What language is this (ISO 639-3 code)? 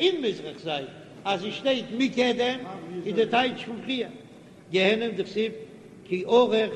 yid